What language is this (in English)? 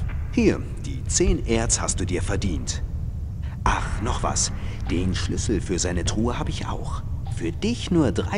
Bavarian